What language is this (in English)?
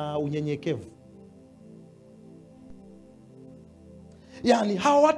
Swahili